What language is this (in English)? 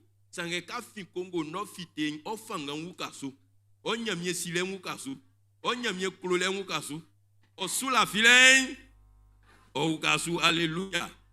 Baoulé